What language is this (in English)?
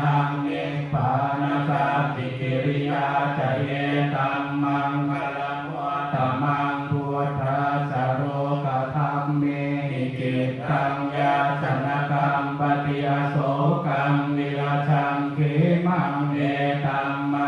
Pali